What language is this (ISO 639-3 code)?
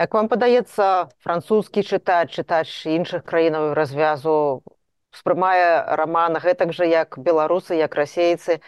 bel